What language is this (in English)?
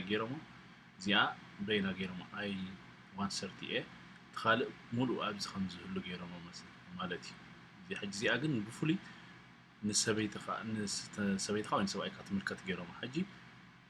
Tigrinya